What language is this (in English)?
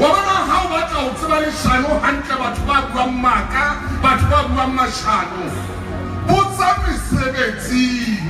Southern Sotho